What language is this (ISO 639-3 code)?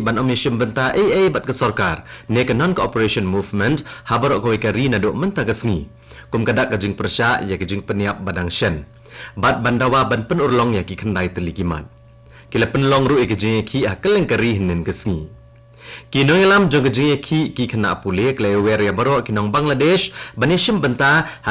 kha